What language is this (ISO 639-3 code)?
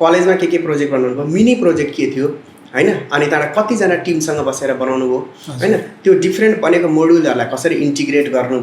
nep